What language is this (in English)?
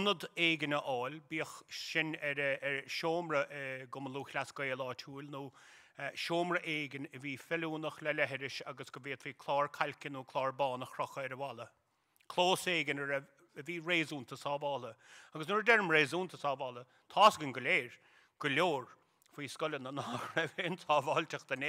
Irish